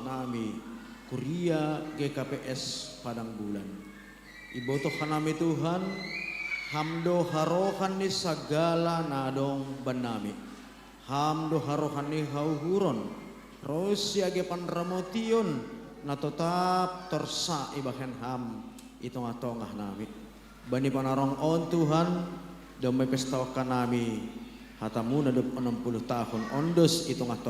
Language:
Batak Simalungun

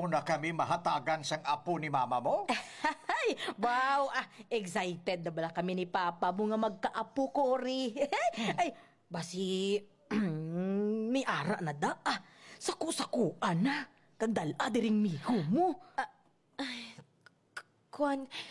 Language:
Hiligaynon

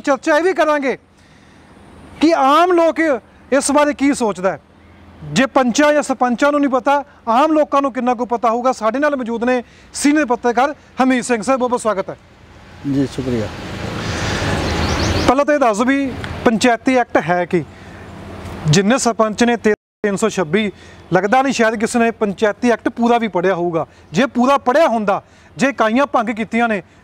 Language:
Punjabi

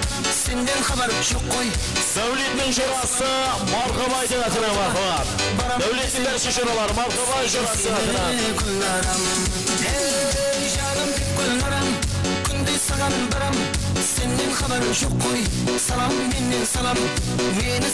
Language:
Kara-Kalpak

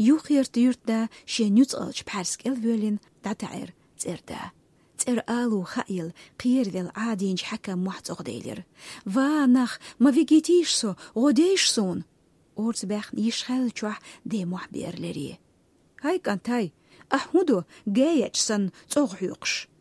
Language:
Chechen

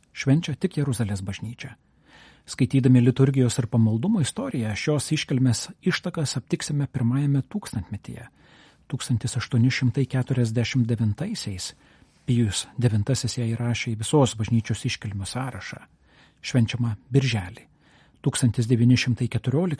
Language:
Lithuanian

